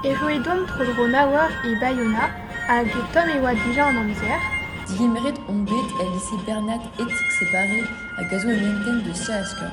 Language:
Breton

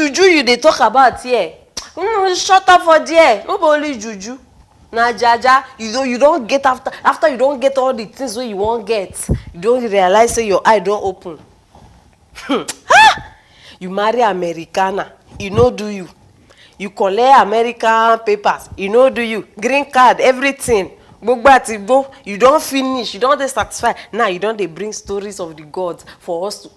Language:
Nigerian Pidgin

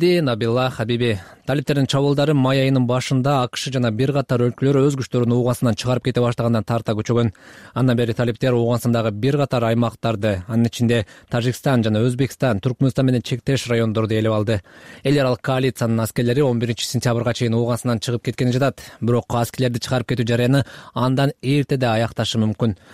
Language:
Kyrgyz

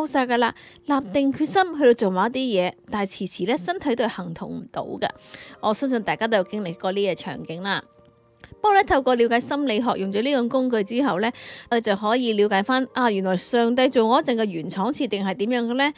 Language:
Cantonese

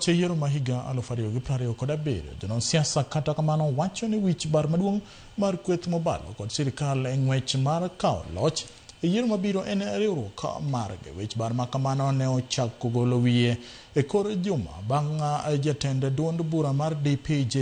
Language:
Luo (Kenya and Tanzania)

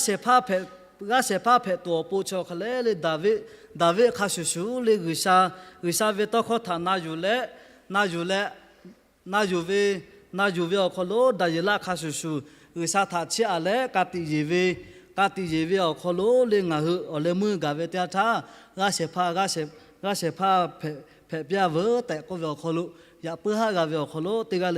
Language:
Lahu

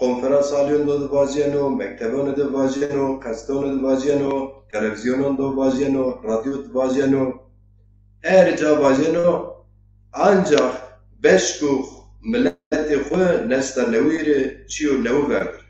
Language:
Zaza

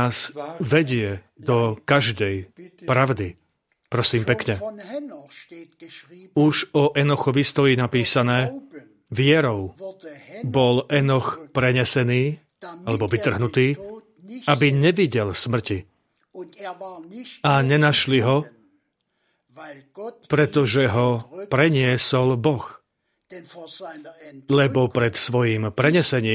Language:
Slovak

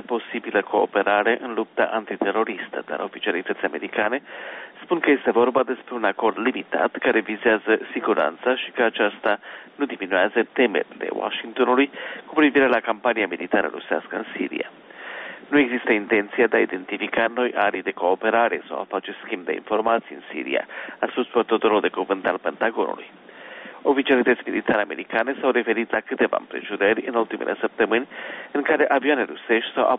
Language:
Romanian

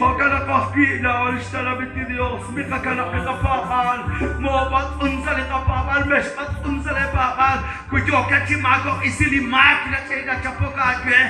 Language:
Kekchí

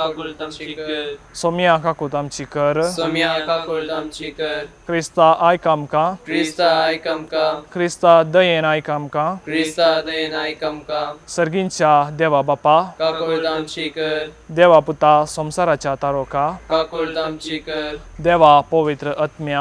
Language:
Konkani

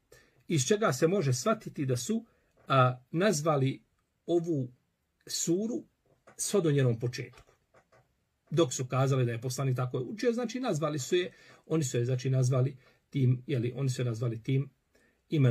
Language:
Bosnian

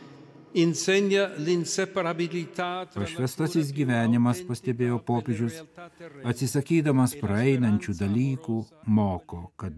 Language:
Lithuanian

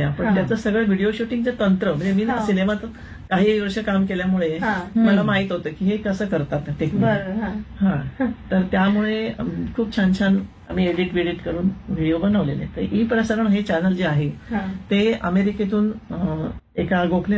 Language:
Marathi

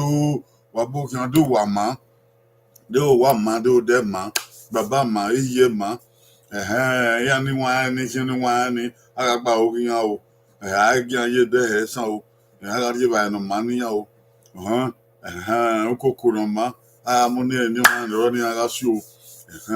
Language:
Bini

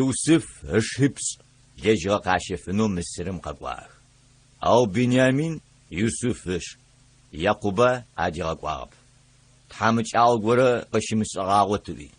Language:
Adyghe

